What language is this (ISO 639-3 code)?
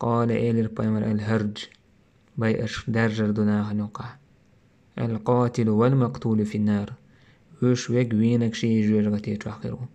che